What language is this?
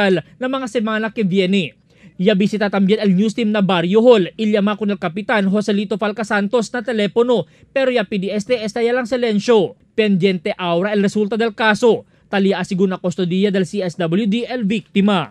Chavacano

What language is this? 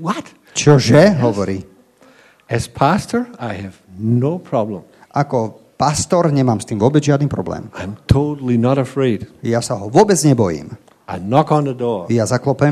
Slovak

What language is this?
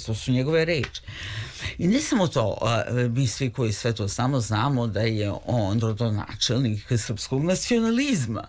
Serbian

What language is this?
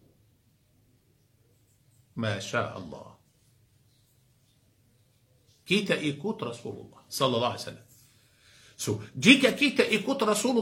Malay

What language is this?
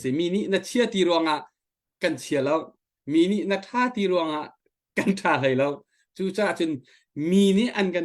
Hakha Chin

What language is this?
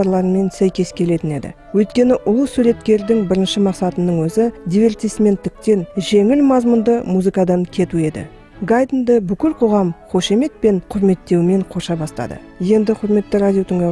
Kazakh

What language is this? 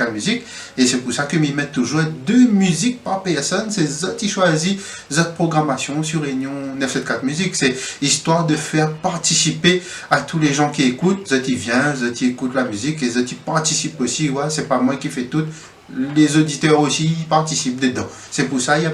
Réunion Creole French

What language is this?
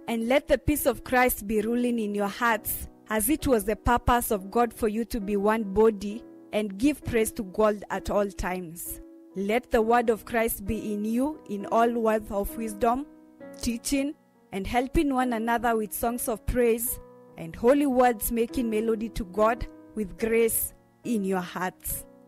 Kamba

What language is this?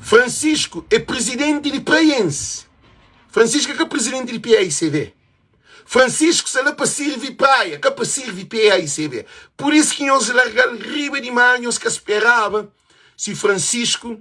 Kabuverdianu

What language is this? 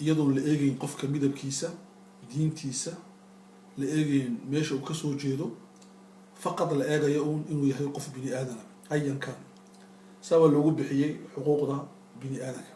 Somali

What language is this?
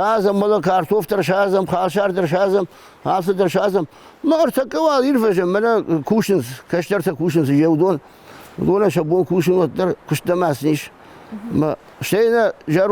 Ossetic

